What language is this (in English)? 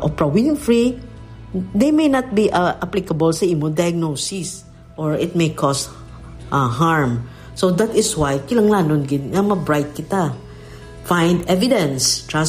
Hiligaynon